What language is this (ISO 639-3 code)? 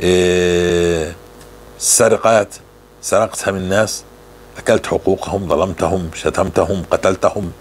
apc